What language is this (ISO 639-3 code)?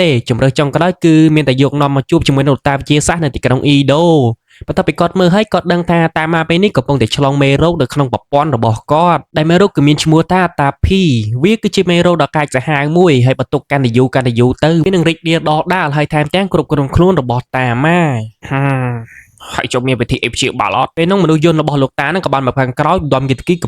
khm